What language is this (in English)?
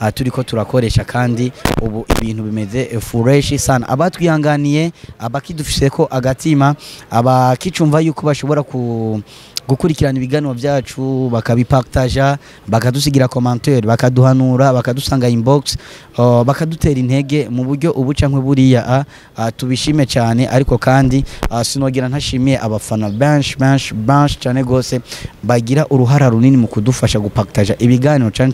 Rundi